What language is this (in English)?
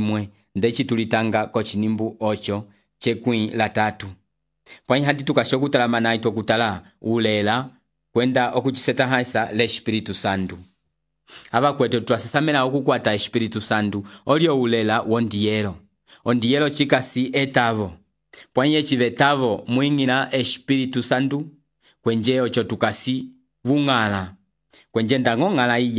Umbundu